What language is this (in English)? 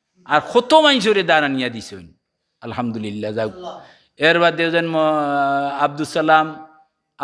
Sylheti